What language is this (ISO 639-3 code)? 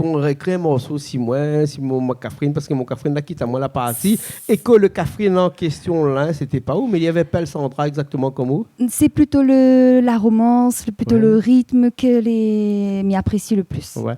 rcf